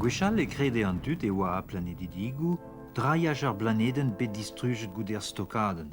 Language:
Breton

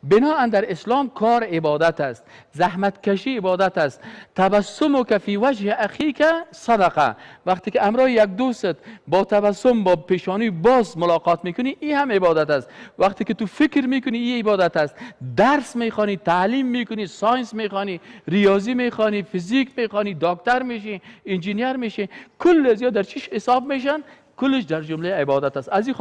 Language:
Persian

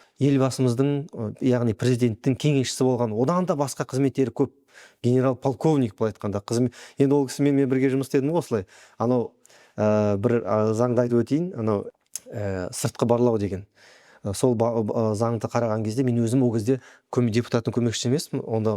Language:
Kazakh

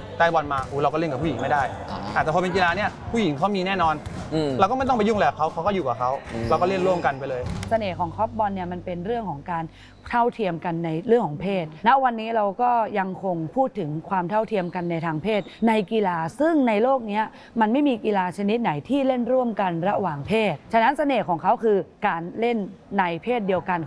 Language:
Thai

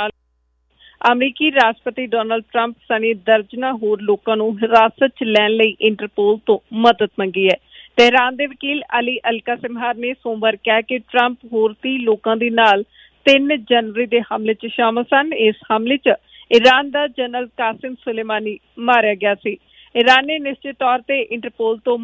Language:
Punjabi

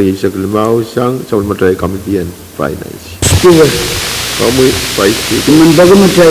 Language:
Pohnpeian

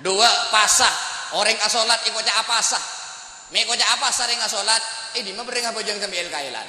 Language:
Madurese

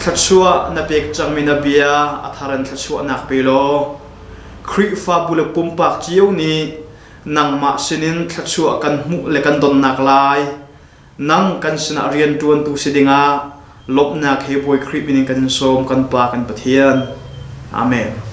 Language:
Hakha Chin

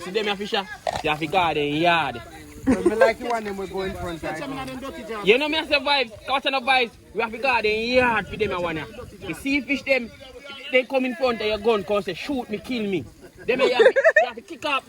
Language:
Jamaican Creole English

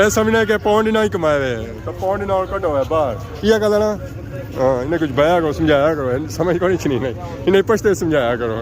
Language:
Pahari-Potwari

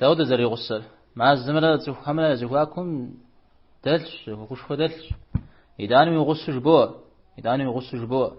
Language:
Kabardian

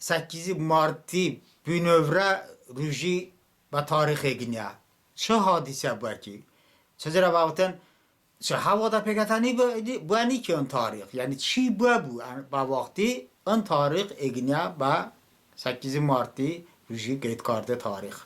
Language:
Talysh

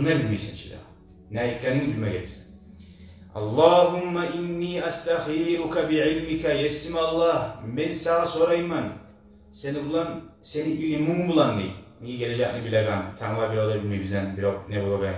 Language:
Kumyk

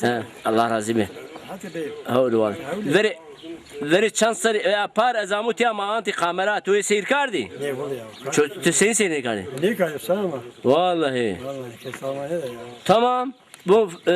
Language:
Zaza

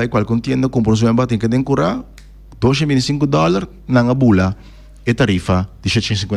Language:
Papiamento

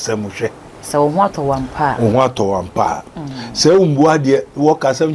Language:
Akan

